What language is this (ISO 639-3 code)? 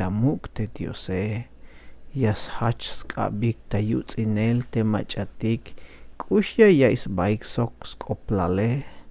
tzh